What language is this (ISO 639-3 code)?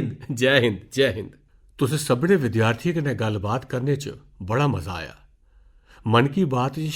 doi